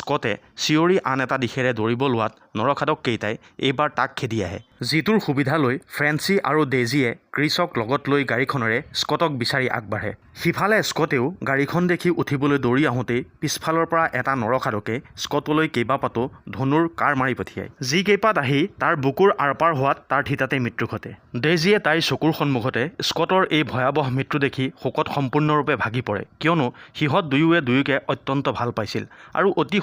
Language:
Assamese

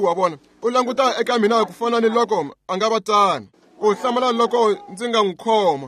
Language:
Tsonga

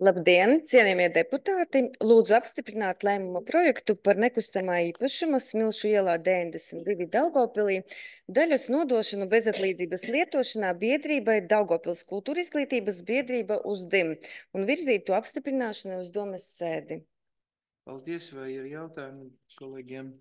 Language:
Latvian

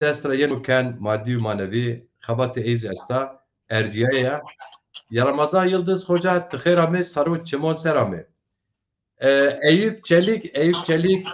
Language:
Zaza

